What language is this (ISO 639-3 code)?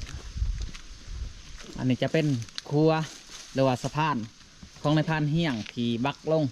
lao